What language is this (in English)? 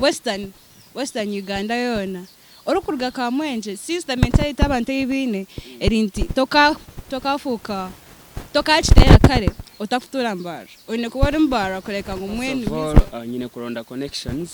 Nyankole